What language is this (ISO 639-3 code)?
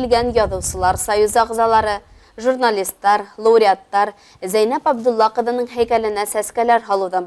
bak